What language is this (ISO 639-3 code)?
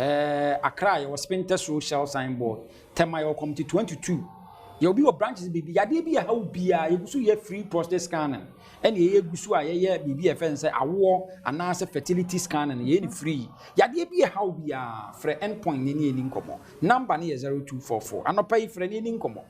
aka